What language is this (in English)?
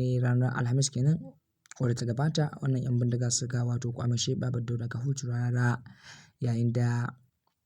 Hausa